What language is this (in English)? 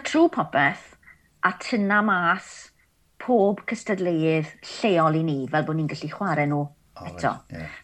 Welsh